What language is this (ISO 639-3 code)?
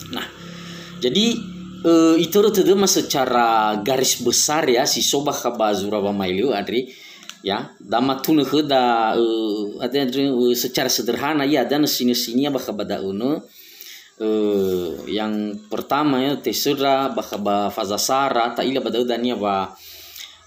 nia